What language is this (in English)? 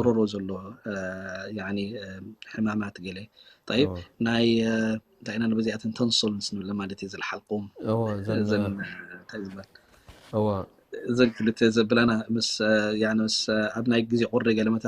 Tigrinya